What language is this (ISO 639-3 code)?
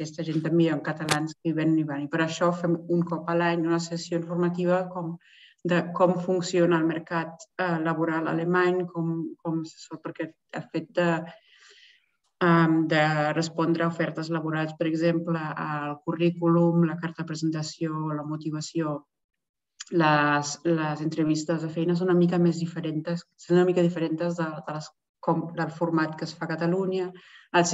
cat